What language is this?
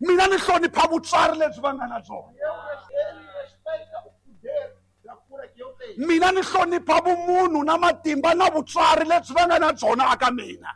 Tsonga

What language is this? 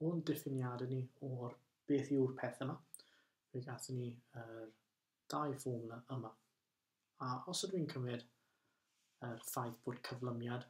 Welsh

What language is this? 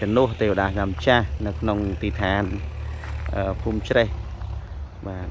Khmer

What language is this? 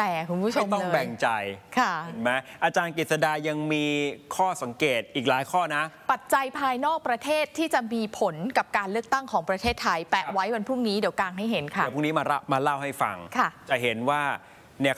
Thai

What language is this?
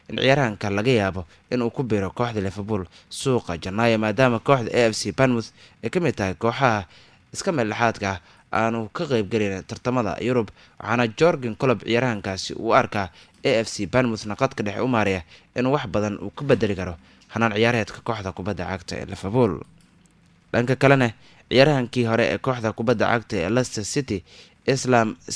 Somali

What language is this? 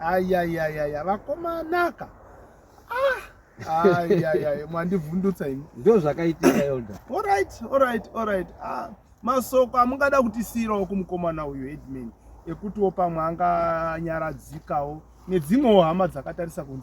Shona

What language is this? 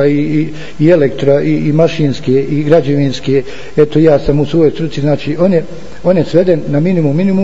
Bosnian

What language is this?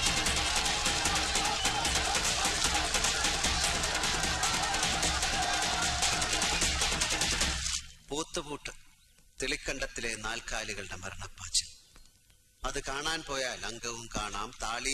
Malayalam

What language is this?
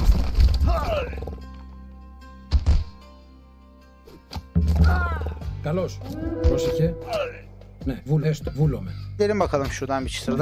Greek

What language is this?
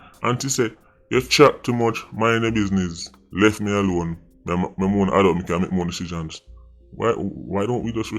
Jamaican Creole English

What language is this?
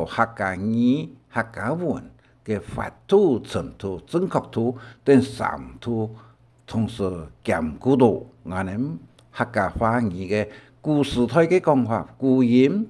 Hakka Chinese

